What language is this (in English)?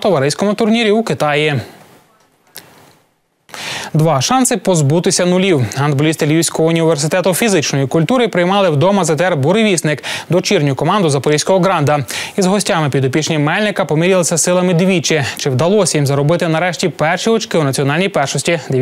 Ukrainian